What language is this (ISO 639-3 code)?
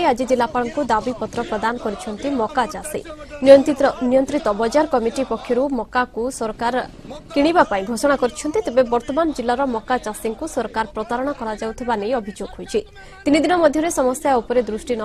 ori